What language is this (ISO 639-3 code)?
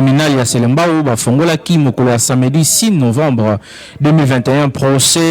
lin